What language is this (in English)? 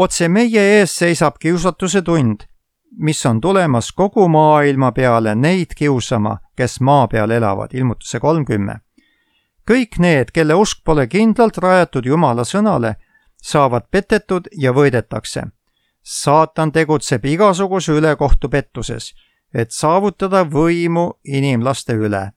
Estonian